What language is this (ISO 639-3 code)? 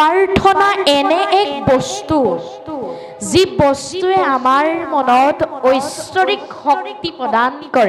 asm